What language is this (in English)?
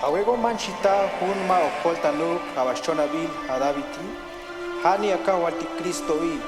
Tojolabal